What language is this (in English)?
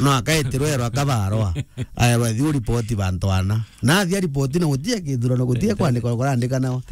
Meru